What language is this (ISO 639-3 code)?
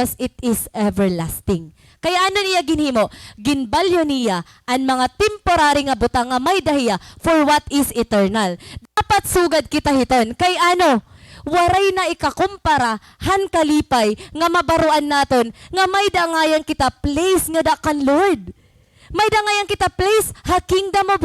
war